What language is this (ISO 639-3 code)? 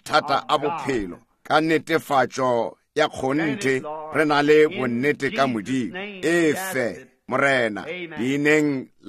nso